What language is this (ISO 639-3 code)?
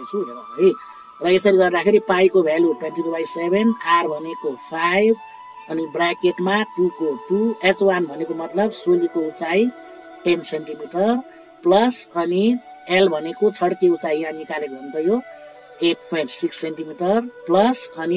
nep